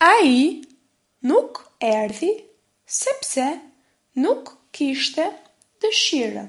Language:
Albanian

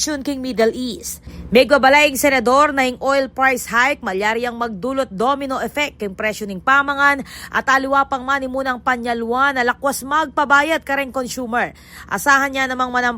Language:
Pampanga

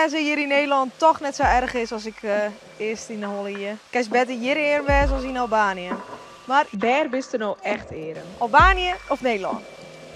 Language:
Western Frisian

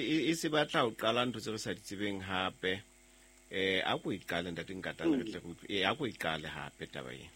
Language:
Southern Sotho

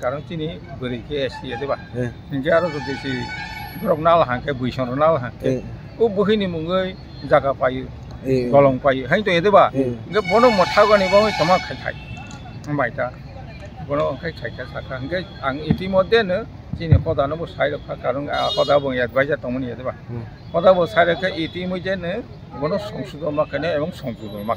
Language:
Kok Borok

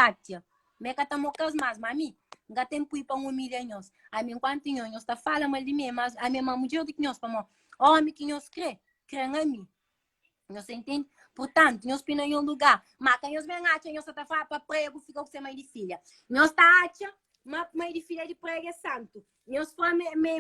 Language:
Kabuverdianu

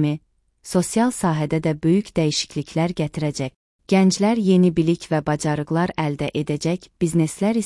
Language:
Azerbaijani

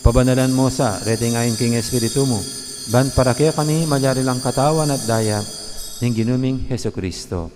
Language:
Pampanga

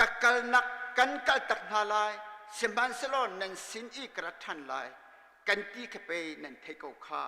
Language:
Hakha Chin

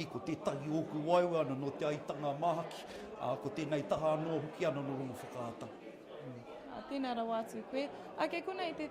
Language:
Māori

